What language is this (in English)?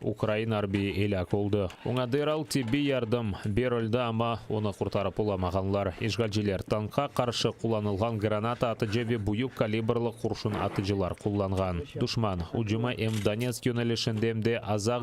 Crimean Tatar